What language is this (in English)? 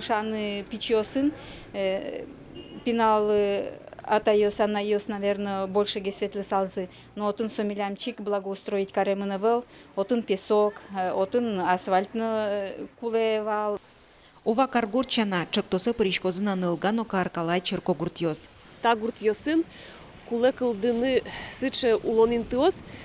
Udmurt